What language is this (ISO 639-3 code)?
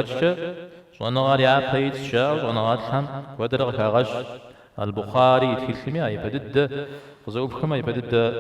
kbd